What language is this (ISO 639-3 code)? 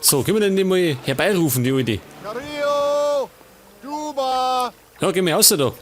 bar